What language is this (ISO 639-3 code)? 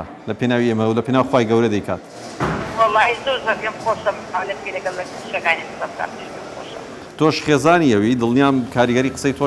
ckb